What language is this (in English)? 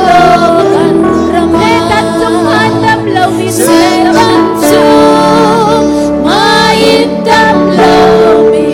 Hakha Chin